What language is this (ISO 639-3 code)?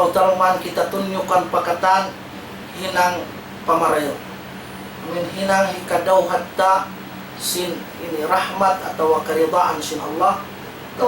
tsg